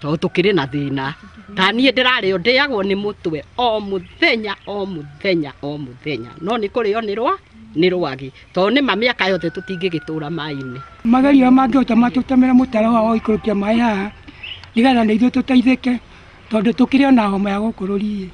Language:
Kikuyu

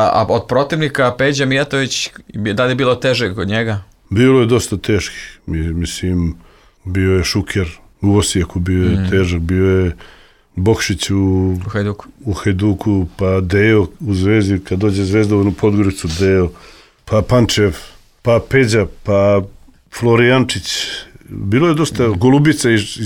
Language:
Serbian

